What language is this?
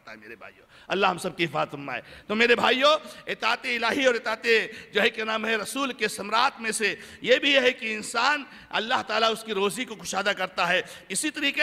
Urdu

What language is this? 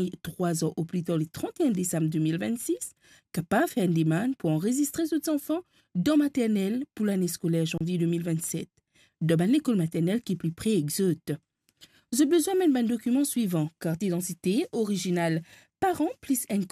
Morisyen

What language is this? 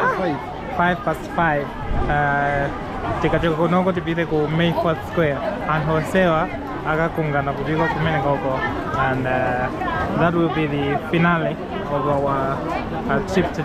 Nyanja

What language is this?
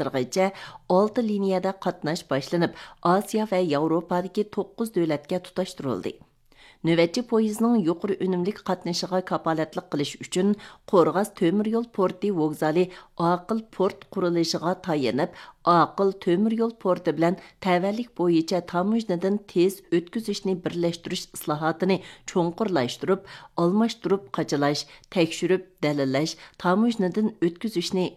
Uyghur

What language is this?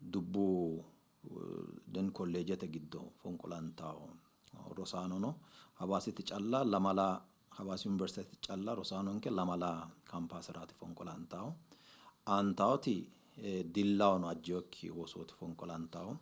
Sidamo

